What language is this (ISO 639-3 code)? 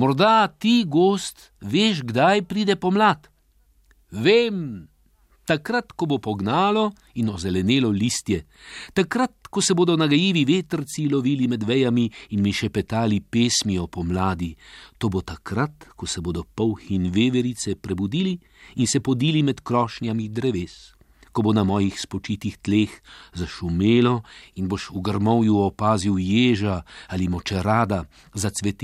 slv